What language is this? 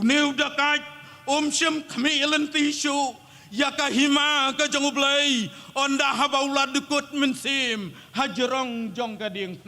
Khasi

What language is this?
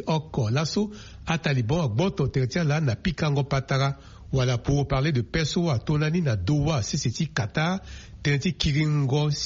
Sango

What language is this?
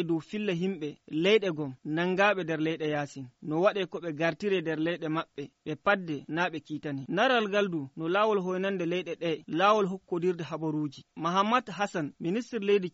Nigerian Fulfulde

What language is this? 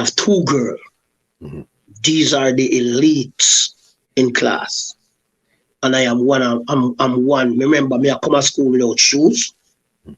Jamaican Creole English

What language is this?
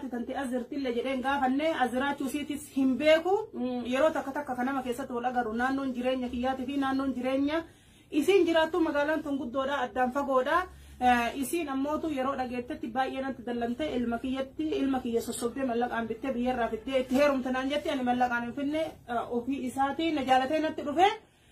Oromo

